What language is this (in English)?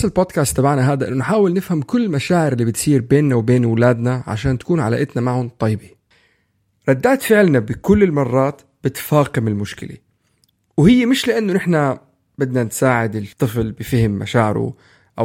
North Levantine Arabic